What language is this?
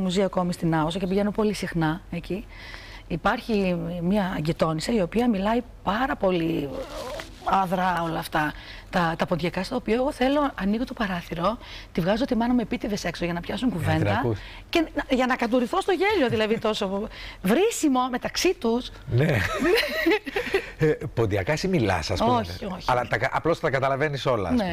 Greek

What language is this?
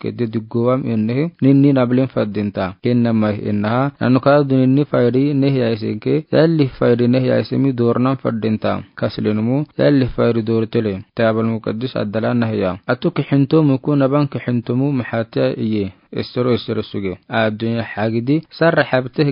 Afar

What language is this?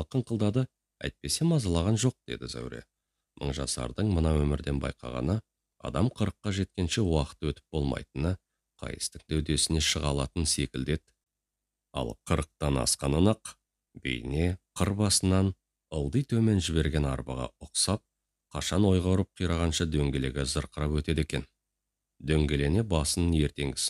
Kazakh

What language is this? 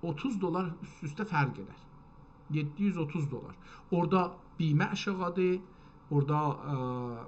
South Azerbaijani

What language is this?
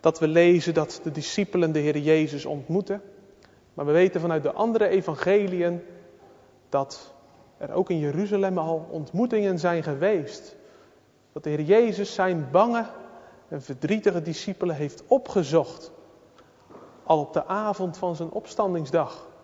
Dutch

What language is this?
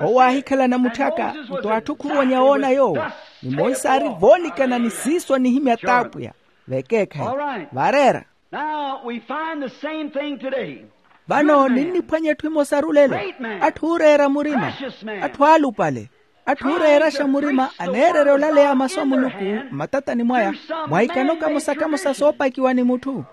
Makhuwa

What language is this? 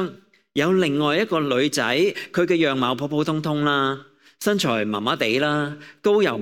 Cantonese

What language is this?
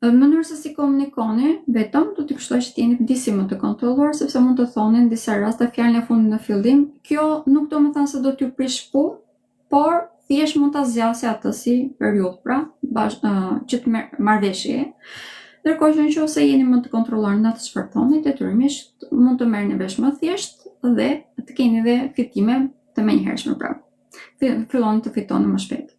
Albanian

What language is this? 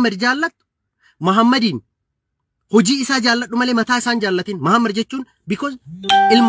Oromo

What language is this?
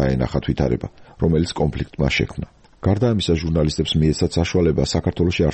Georgian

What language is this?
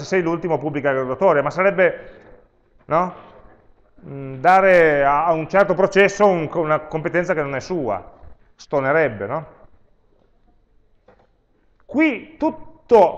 Italian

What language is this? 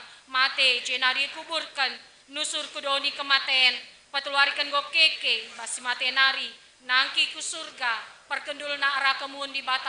Batak Karo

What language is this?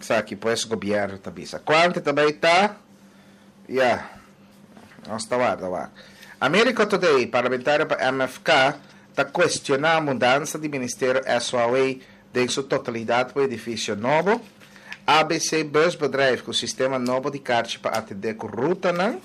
Papiamento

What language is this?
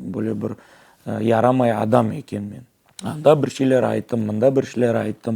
Crimean Tatar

